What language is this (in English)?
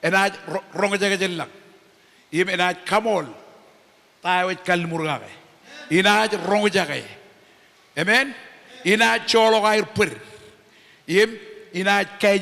Marshallese